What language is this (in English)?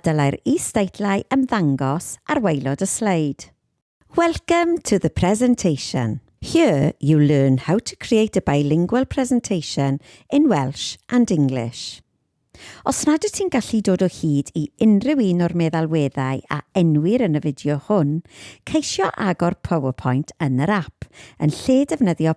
Welsh